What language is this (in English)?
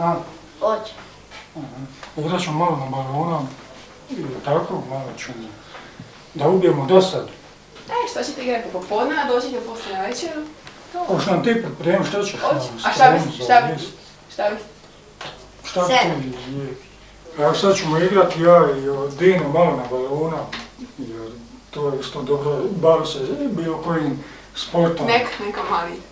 Croatian